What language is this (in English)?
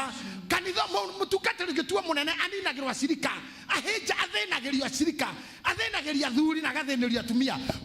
Kikuyu